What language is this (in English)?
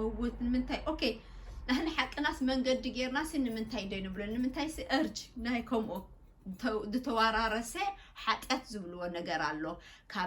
Tigrinya